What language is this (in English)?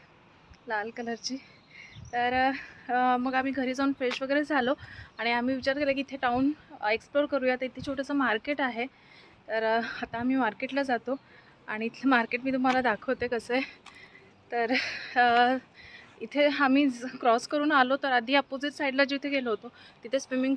Marathi